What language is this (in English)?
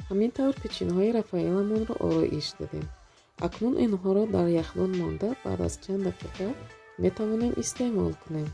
Tajik